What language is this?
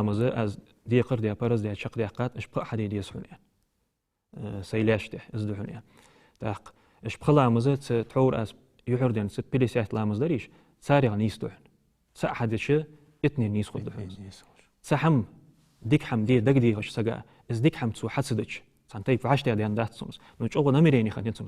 Ingush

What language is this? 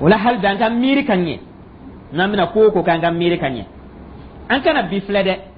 Dyula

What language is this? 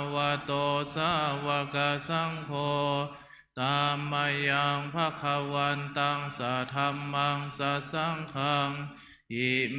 Pali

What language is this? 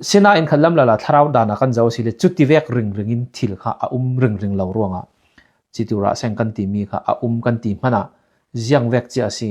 Falam Chin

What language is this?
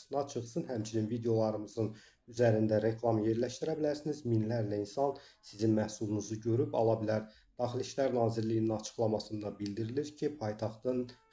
Azerbaijani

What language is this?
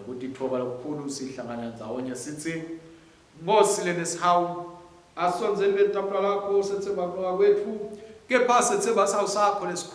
Swati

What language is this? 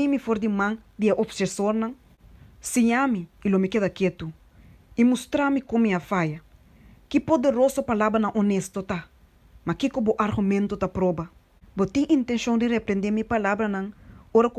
Papiamento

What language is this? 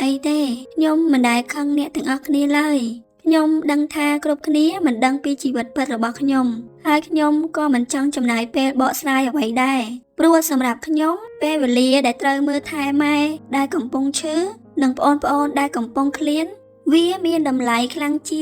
Khmer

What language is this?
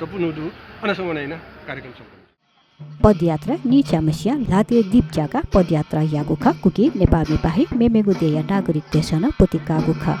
Newari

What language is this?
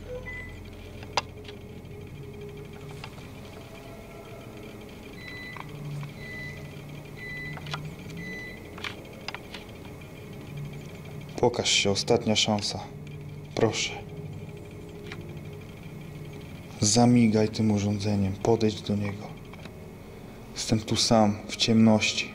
Polish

